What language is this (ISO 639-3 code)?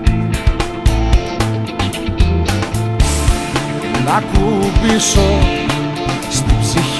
ell